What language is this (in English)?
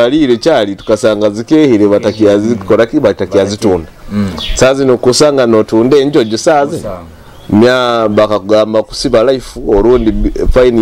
Nyoro